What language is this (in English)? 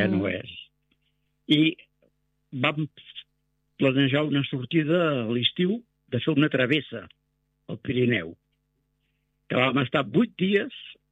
Catalan